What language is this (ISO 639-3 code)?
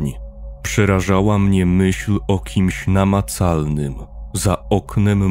pol